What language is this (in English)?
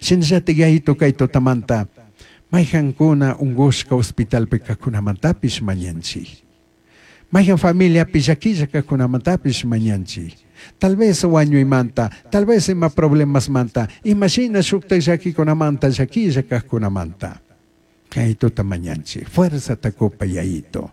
Chimborazo Highland Quichua